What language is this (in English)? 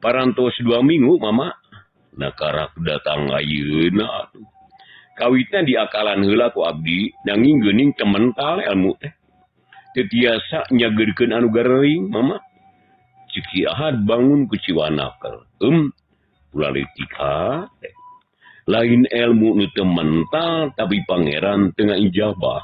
Sundanese